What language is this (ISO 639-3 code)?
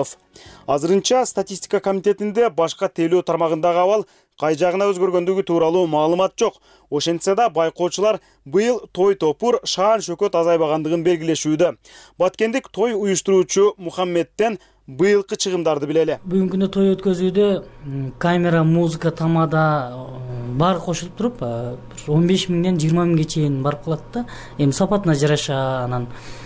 kir